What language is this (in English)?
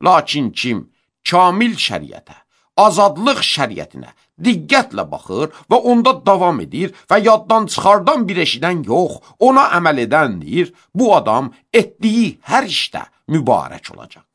Azerbaijani